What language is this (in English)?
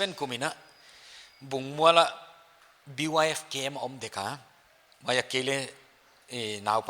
Paite Chin